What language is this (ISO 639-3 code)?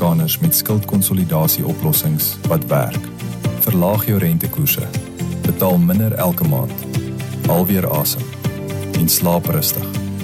afr